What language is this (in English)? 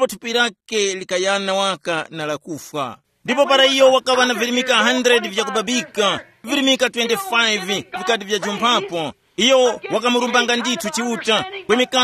Tumbuka